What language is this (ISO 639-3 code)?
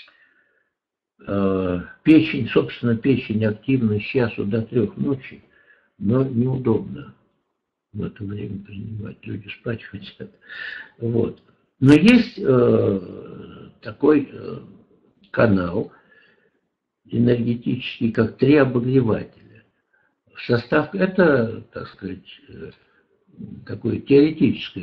rus